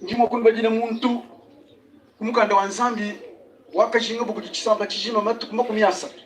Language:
Luba-Lulua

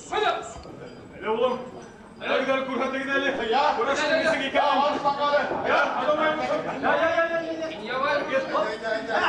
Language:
Bashkir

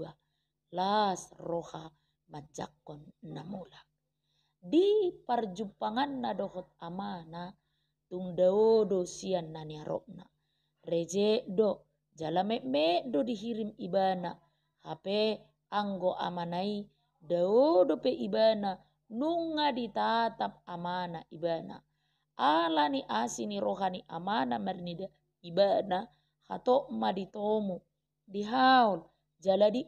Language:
Batak Toba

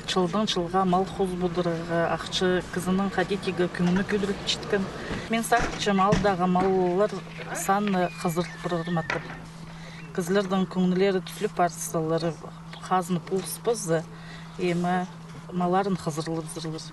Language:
Khakas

